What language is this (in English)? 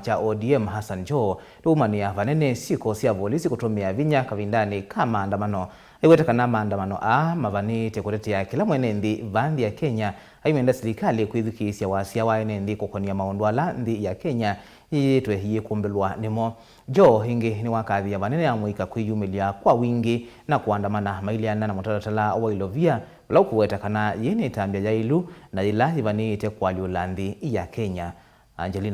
Kamba